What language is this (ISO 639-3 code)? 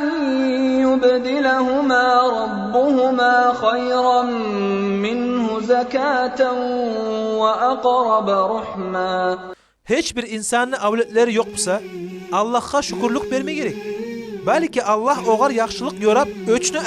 kum